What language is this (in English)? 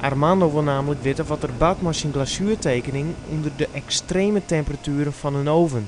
Western Frisian